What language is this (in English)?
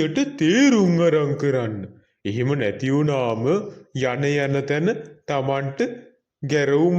Sinhala